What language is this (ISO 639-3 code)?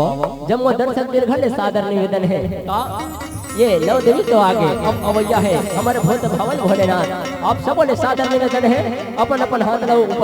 hne